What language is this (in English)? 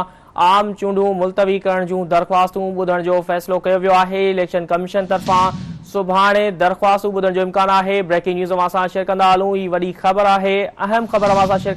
Sindhi